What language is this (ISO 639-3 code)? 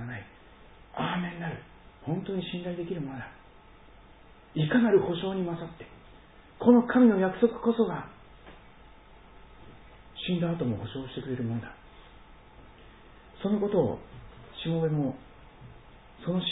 jpn